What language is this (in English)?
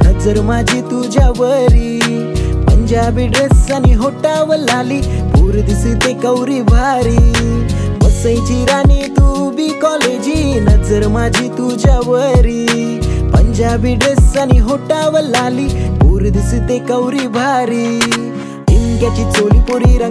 Marathi